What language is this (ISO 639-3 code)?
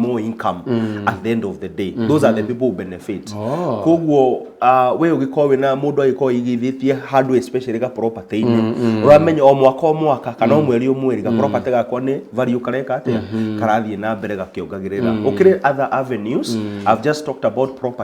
kik